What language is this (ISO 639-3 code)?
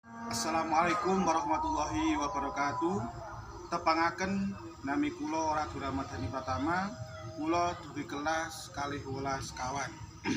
jav